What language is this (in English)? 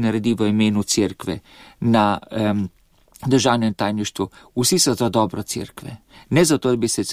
Slovenian